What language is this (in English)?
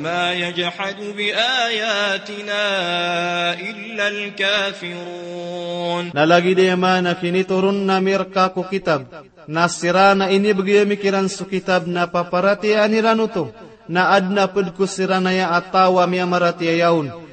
Maranao